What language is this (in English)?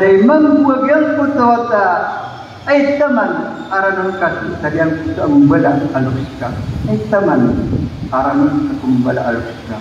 Maranao